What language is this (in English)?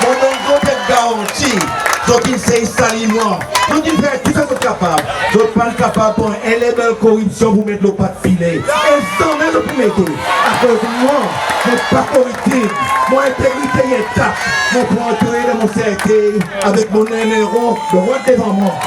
Seselwa Creole French